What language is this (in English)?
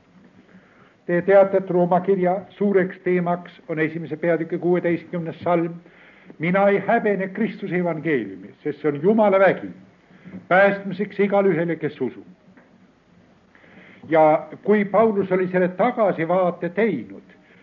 Estonian